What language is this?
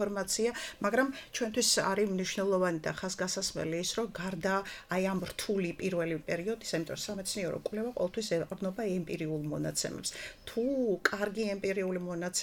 Georgian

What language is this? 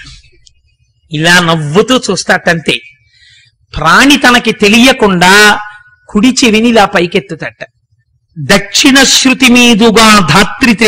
Telugu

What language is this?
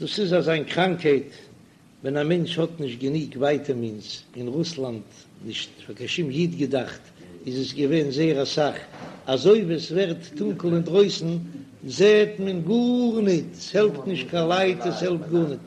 Yiddish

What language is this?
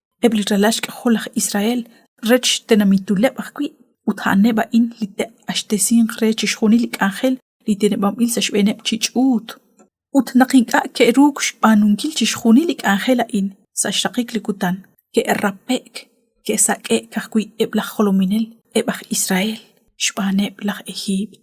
Kekchí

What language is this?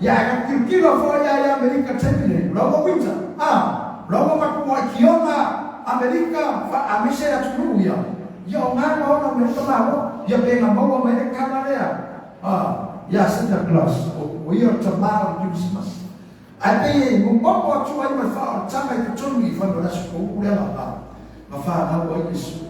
Samoan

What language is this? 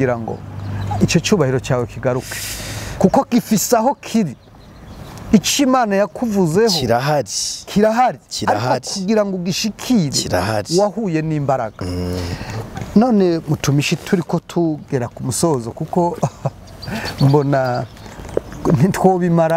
Kinyarwanda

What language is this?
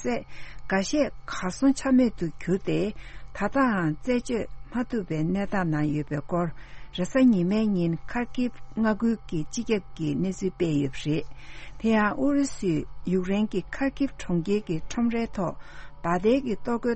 Tibetan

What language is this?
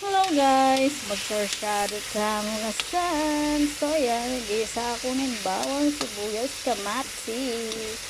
Pampanga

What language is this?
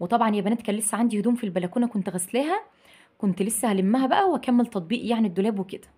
Egyptian Arabic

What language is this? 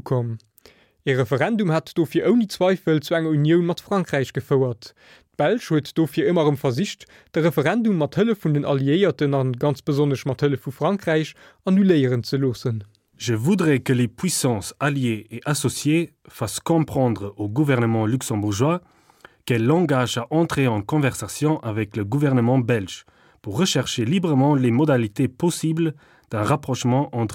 Luxembourgish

